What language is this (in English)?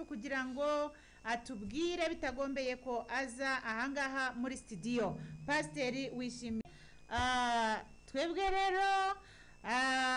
Kinyarwanda